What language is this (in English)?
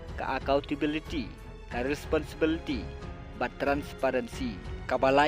Khasi